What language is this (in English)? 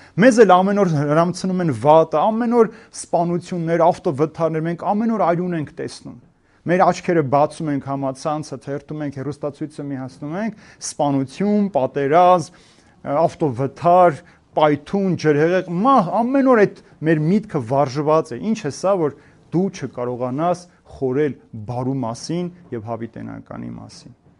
Armenian